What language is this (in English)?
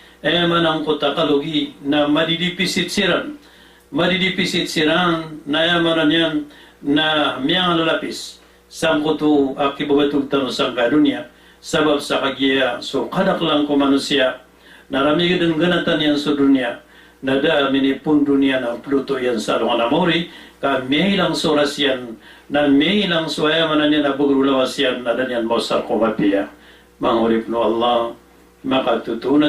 Maranao